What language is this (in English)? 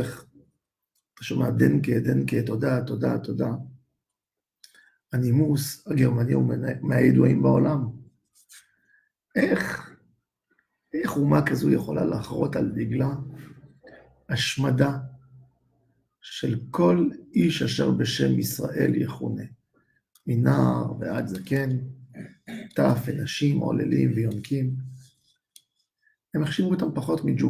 Hebrew